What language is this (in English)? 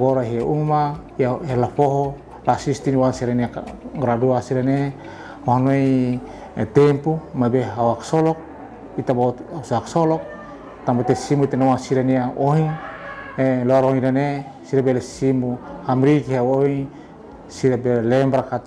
Tetum